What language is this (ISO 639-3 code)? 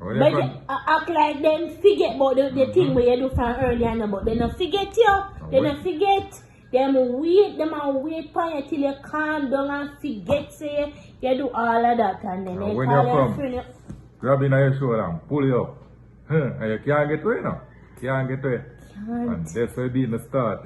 jam